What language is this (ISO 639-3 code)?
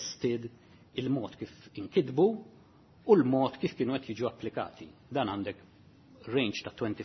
mlt